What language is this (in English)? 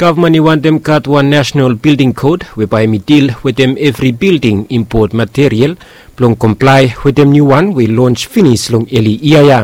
Bislama